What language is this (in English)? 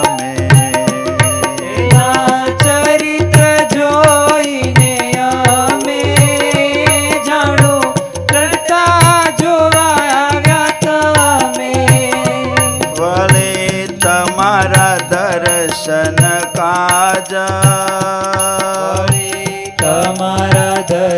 Gujarati